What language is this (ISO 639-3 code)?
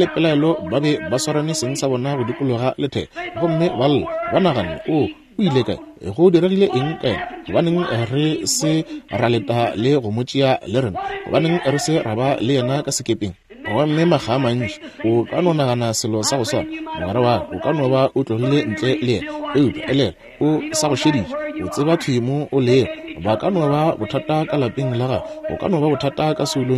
nso